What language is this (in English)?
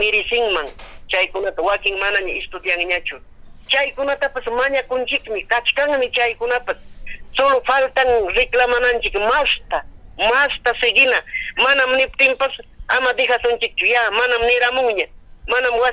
Ayacucho Quechua